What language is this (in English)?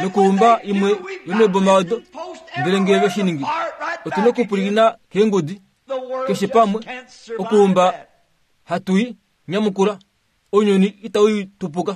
Kuanyama